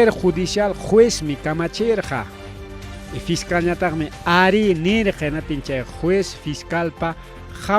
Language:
Ayacucho Quechua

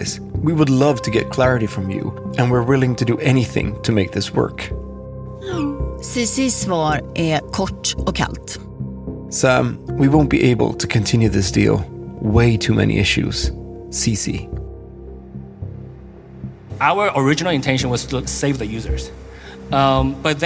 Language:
Swedish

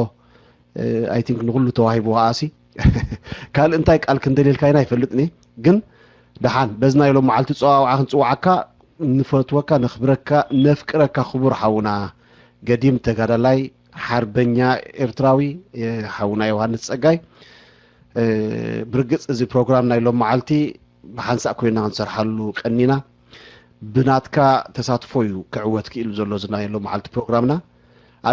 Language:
Tigrinya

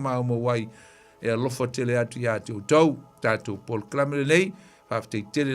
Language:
Samoan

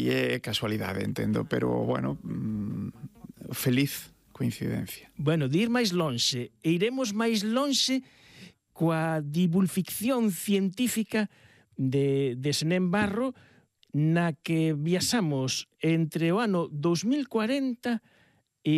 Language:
Galician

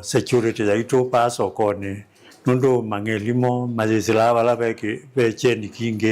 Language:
Kamba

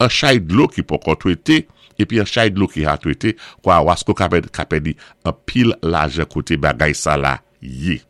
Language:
Saint Lucian Creole French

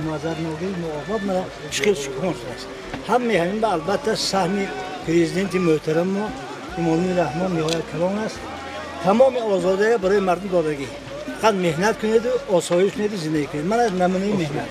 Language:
Tajik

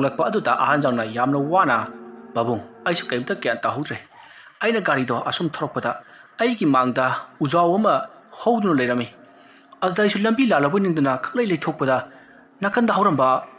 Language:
Manipuri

